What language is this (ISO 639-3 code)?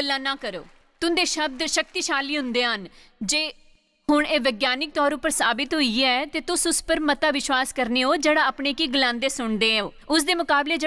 doi